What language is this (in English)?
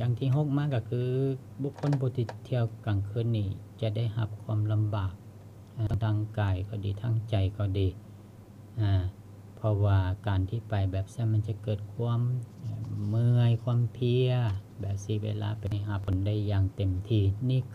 Lao